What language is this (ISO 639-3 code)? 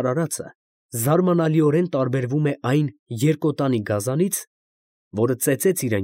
hye